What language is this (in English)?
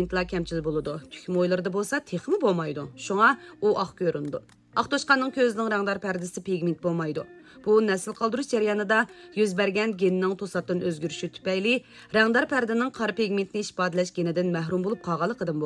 Uyghur